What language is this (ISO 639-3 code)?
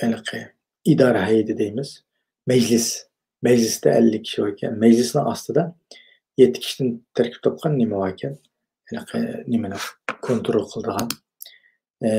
uig